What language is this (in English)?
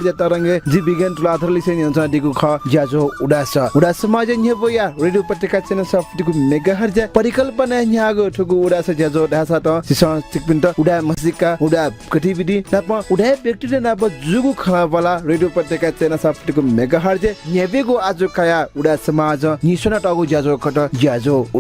Newari